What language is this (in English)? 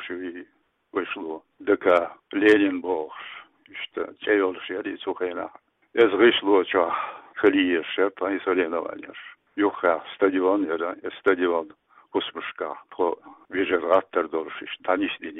Chechen